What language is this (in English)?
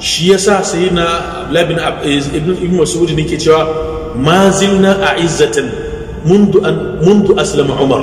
Hausa